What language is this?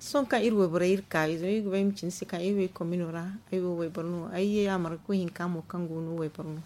Zarma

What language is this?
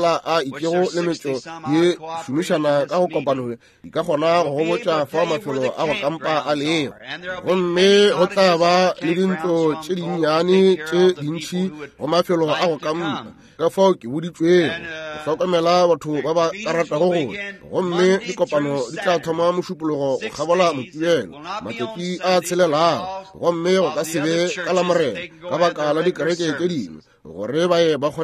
Northern Sotho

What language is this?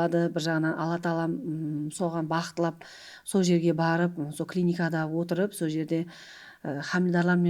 Kara-Kalpak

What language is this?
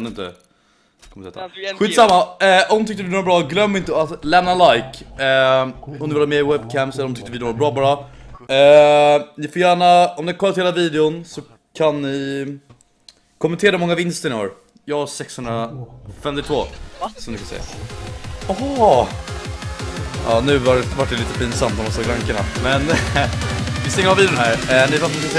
Swedish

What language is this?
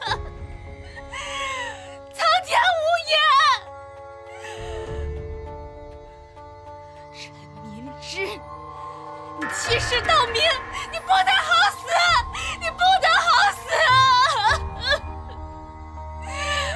Chinese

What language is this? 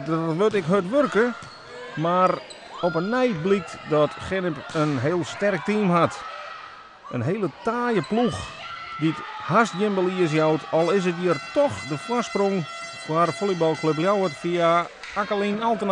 Western Frisian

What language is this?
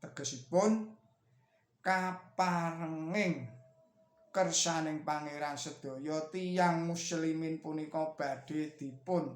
Javanese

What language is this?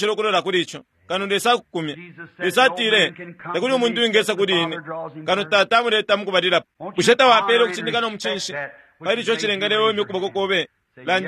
Bemba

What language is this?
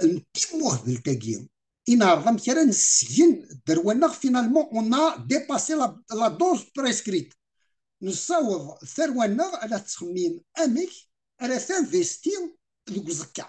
Kabyle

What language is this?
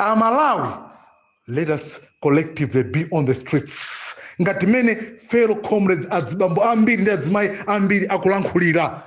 Nyanja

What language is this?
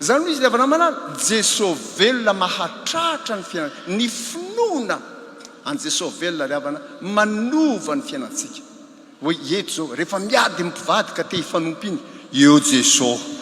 Malagasy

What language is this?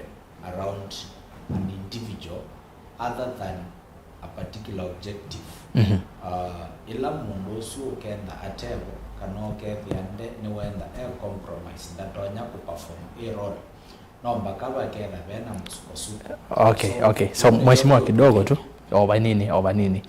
Kamba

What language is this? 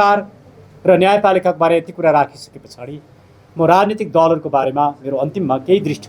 Nepali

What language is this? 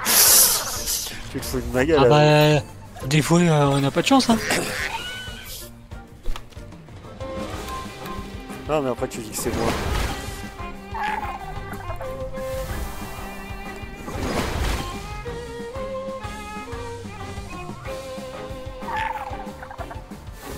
French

